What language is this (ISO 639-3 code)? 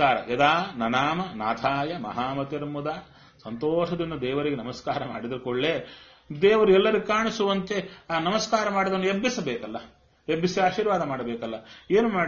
kan